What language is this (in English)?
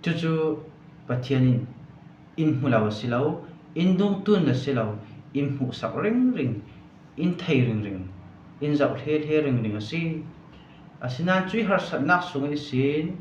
Falam Chin